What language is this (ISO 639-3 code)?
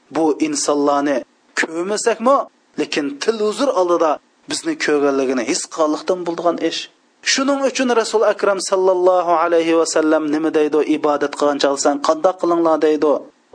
uig